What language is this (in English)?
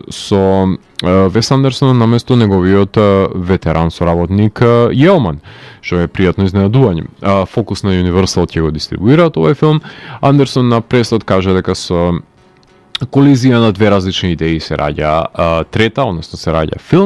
Macedonian